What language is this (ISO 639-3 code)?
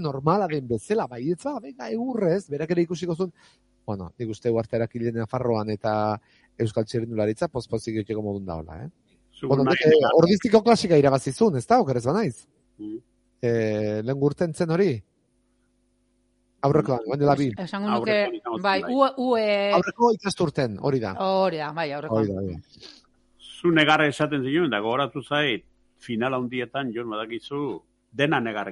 eus